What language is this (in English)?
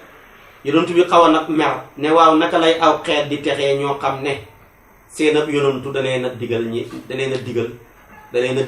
Wolof